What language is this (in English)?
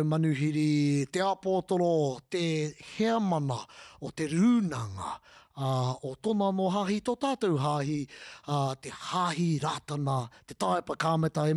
Māori